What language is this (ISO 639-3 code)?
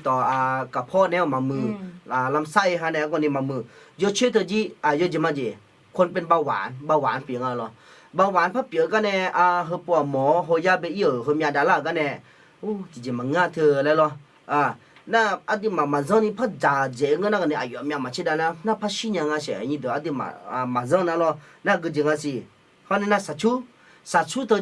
ahk